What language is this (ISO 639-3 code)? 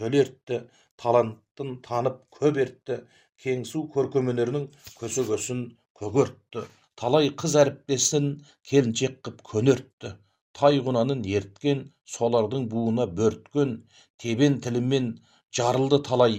kaz